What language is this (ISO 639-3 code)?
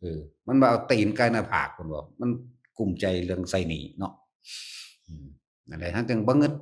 tts